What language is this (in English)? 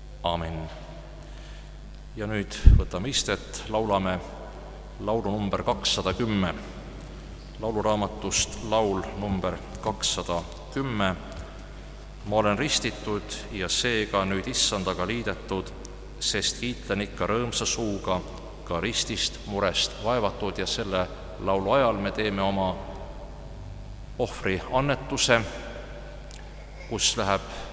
Estonian